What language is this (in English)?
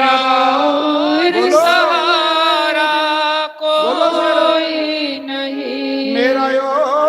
Dogri